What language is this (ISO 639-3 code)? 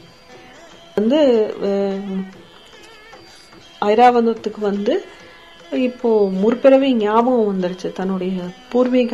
tam